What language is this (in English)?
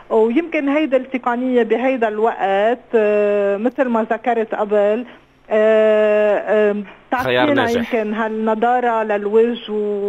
North Levantine Arabic